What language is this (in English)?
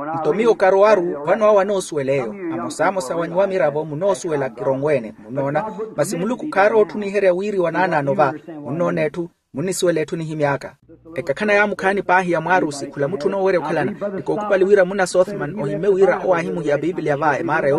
Makhuwa